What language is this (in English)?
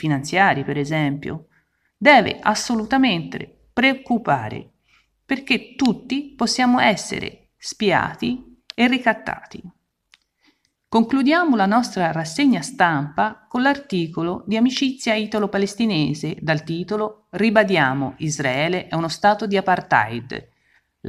Italian